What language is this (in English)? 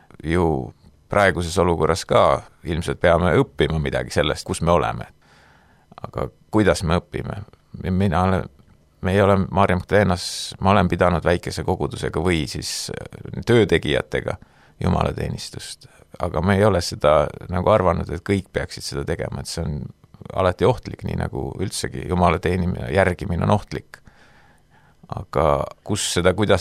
Estonian